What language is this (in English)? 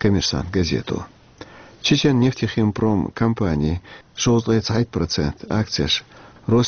Chechen